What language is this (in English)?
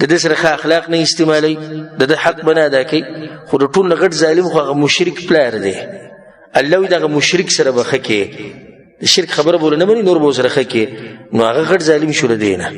Pashto